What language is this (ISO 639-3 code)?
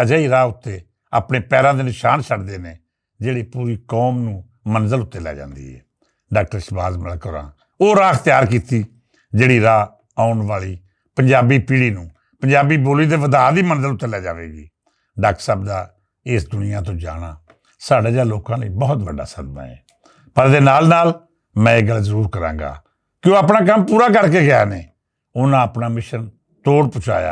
lah